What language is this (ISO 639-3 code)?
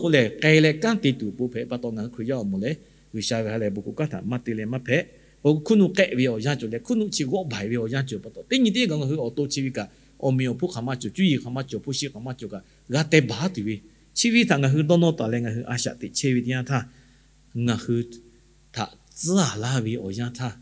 lhu